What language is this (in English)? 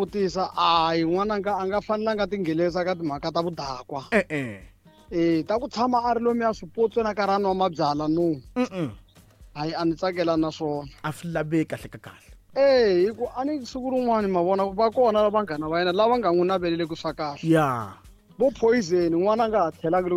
Tsonga